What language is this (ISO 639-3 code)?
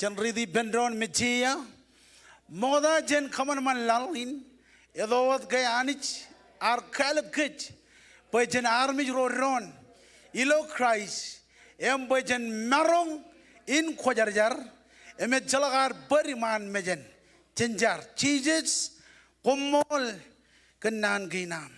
mah